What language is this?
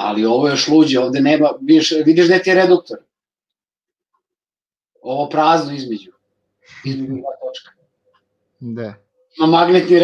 Serbian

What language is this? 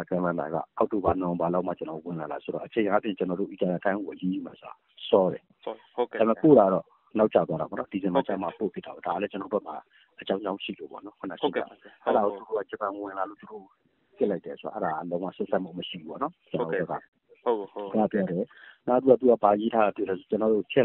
Burmese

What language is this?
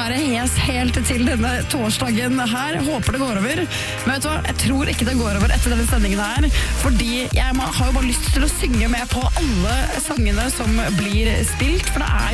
Norwegian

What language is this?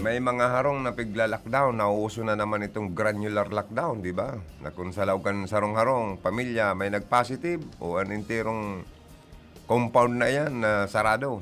Bikol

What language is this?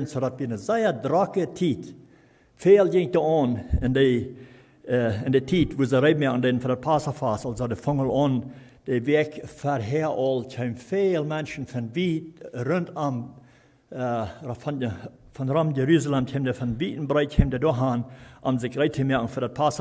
Plautdietsch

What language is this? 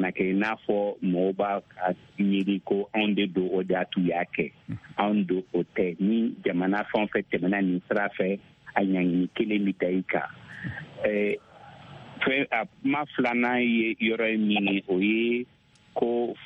Bambara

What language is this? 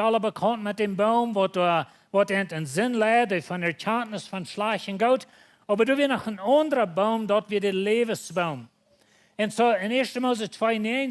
Plautdietsch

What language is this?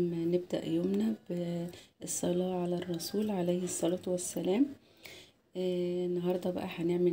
Egyptian Arabic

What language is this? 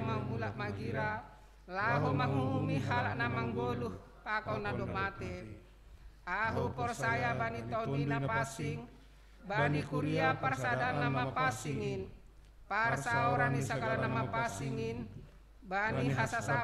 Batak Simalungun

